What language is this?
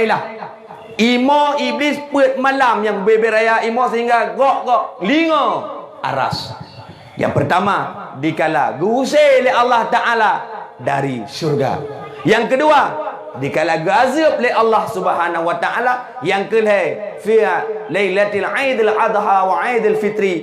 Achinese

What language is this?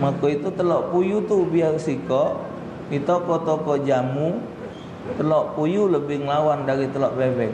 Musi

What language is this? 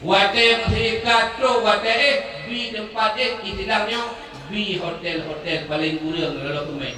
Achinese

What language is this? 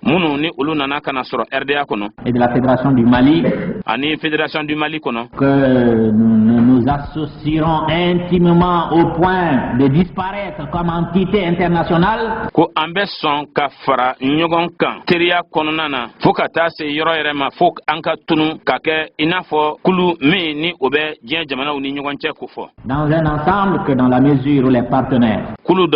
Bambara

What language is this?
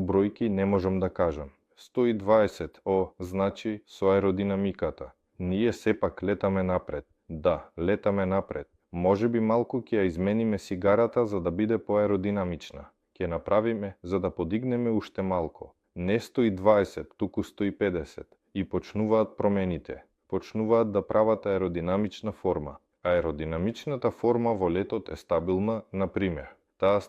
Macedonian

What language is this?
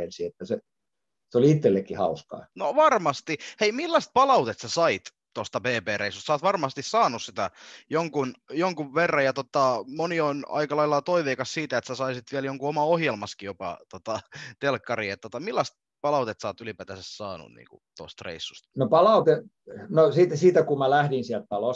Finnish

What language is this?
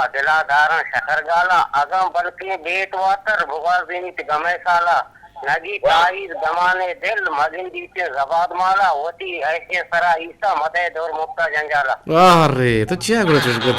Eastern Balochi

